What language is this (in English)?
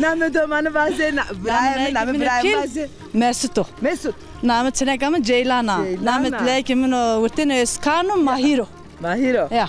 Zaza